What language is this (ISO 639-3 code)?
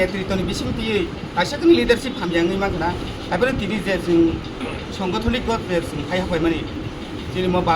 trp